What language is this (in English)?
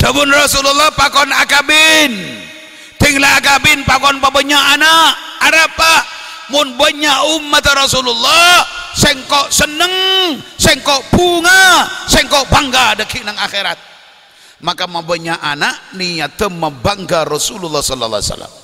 Madurese